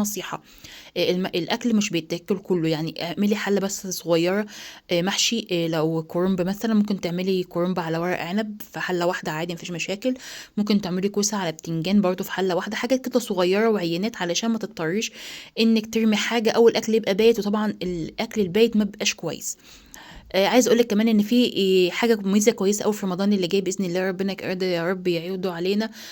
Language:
Egyptian Arabic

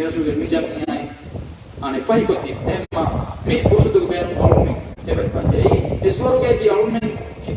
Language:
Divehi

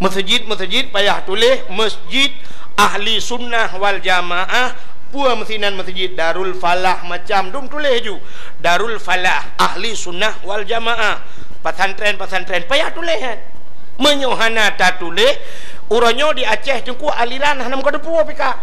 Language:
Achinese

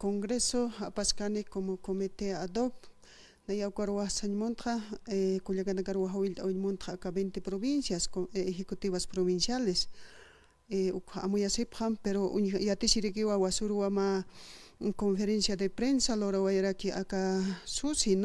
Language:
Aymara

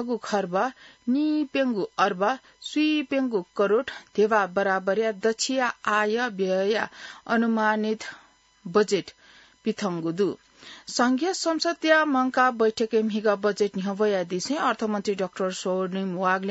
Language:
Newari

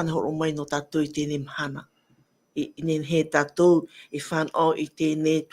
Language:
Tahitian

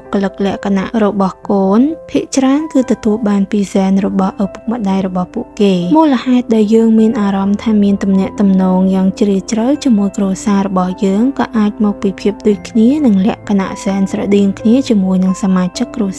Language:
Khmer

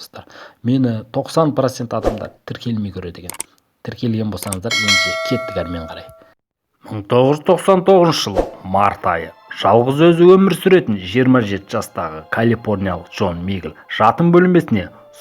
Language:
Kazakh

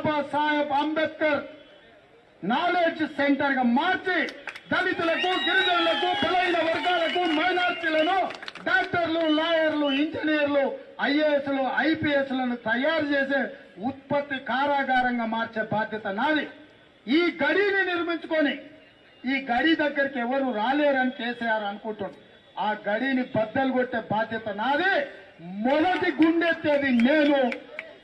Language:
Telugu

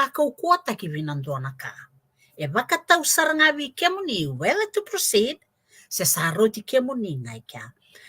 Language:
Fijian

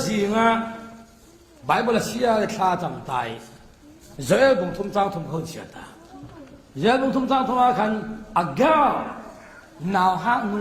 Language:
Falam Chin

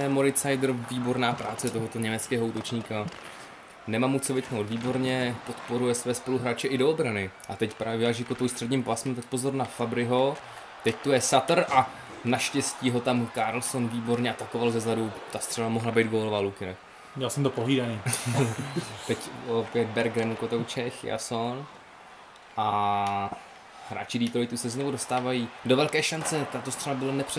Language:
Czech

